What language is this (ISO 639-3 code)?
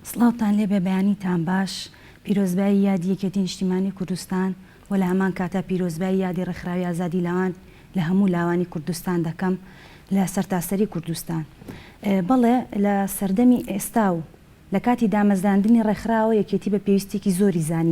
ckb